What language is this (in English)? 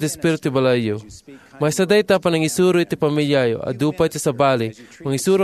Iloko